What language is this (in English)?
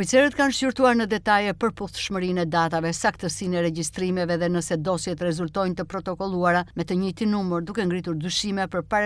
Albanian